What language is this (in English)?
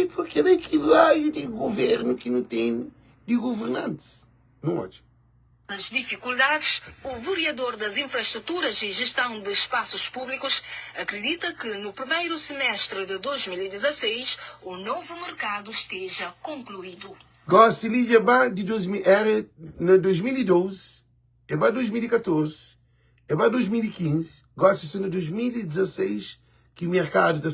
Kabuverdianu